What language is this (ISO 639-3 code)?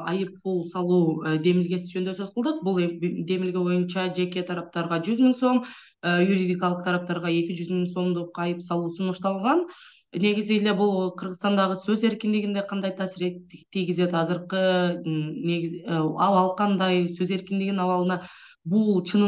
kir